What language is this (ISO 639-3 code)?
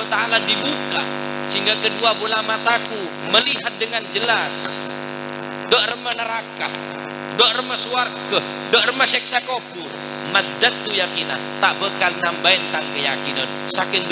mad